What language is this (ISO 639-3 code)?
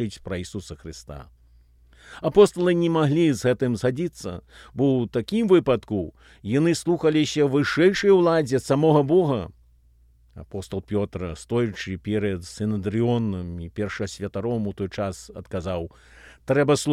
bel